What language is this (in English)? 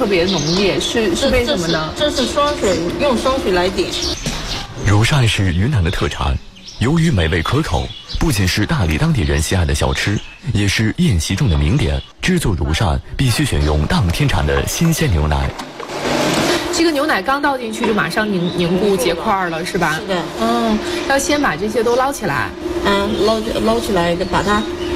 Chinese